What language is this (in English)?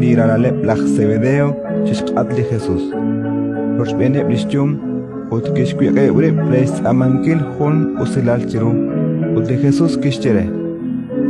Kekchí